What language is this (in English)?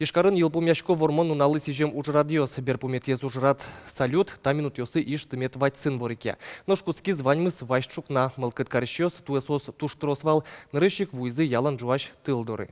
Udmurt